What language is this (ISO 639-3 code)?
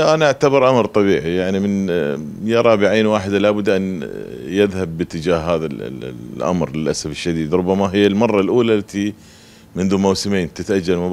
acm